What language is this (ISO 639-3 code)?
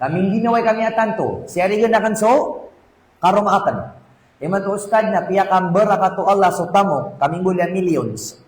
mrw